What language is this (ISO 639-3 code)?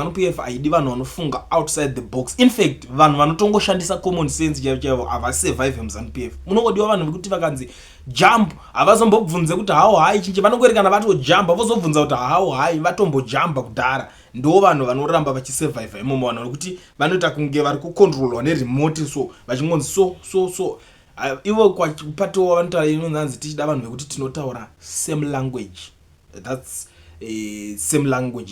sna